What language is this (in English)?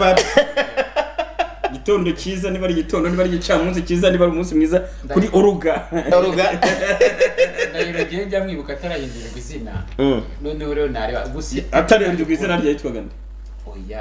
Kinyarwanda